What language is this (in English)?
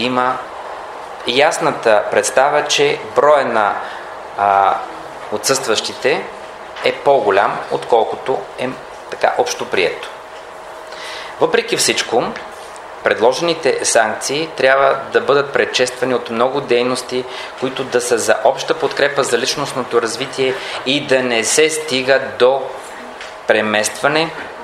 Bulgarian